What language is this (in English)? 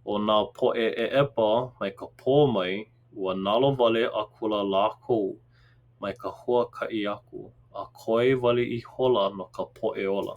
Hawaiian